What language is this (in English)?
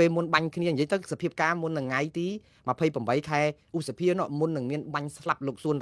Khmer